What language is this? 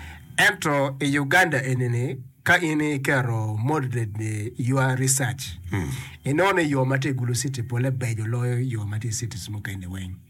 Acoli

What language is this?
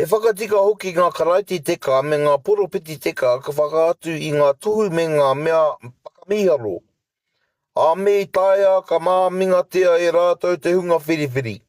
Māori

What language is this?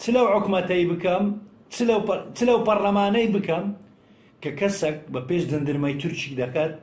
Central Kurdish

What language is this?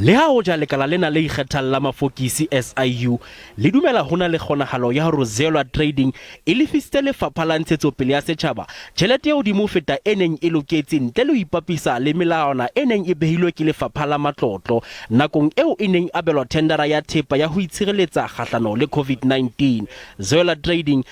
Southern Sotho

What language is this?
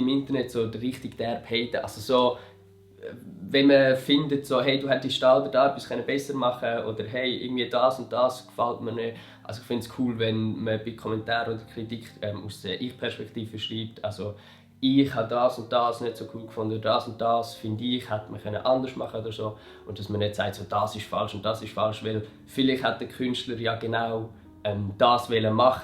Swiss German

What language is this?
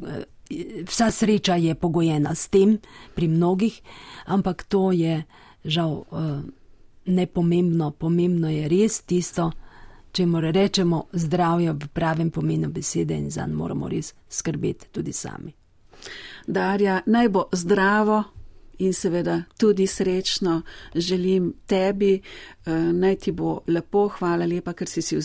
Slovenian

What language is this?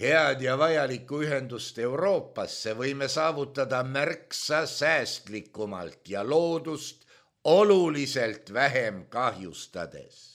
Estonian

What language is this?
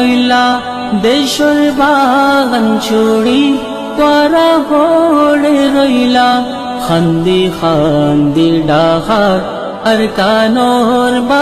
Rohingya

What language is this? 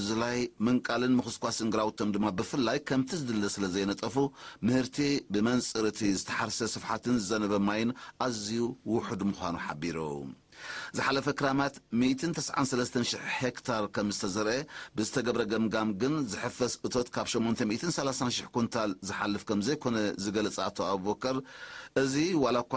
Tigrinya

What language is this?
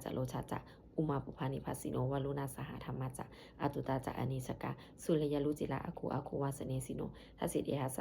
Pali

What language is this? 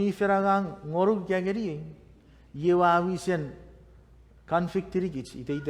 Chuukese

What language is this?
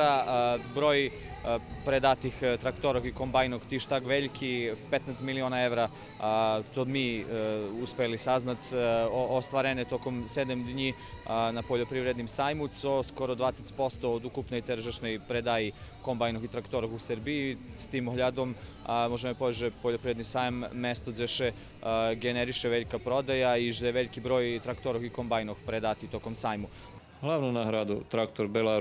Rusyn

